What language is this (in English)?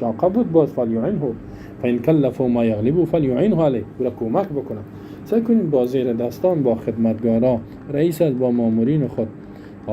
Persian